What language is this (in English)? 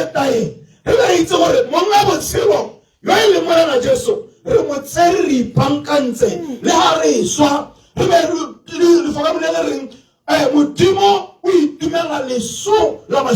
Tswana